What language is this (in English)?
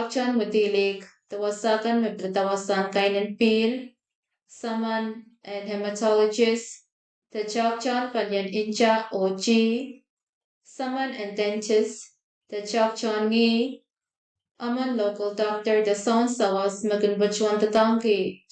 Pohnpeian